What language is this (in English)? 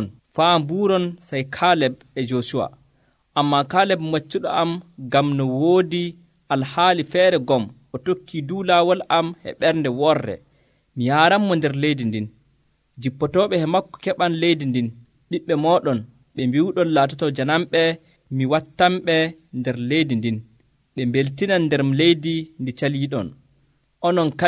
Nigerian Fulfulde